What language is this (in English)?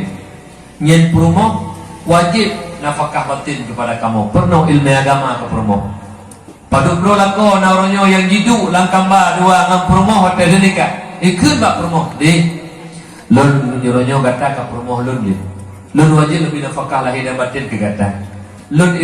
Achinese